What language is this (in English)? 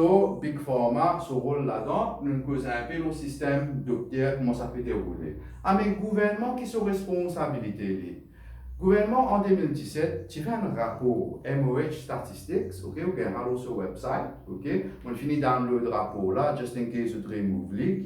Morisyen